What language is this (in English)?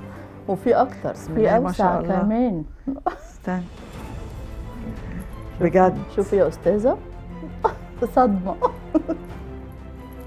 Egyptian Arabic